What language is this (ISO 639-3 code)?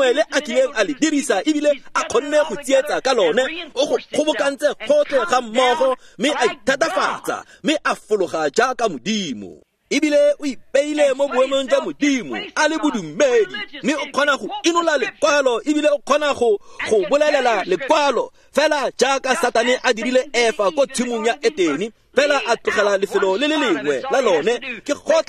tsn